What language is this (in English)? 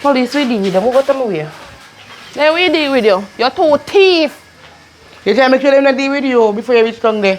Jamaican Creole English